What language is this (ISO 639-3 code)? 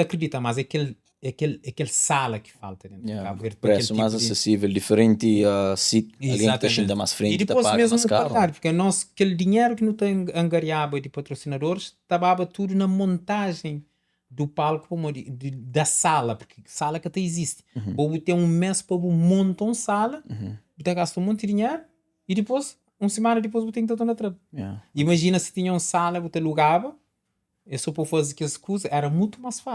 kea